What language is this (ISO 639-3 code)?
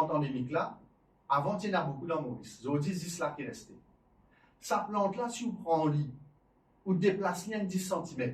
mfe